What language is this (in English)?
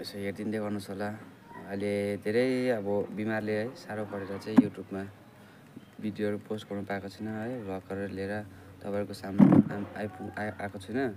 Nepali